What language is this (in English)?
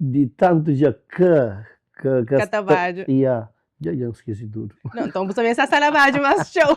Kabuverdianu